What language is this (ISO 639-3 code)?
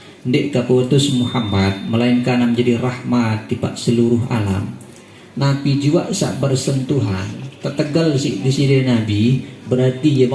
sas